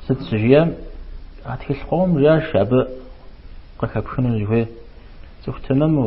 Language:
Kabardian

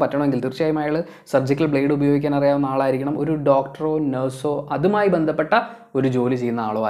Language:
Malayalam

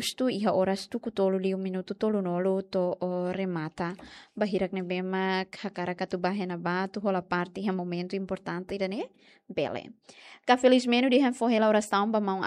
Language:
Tetum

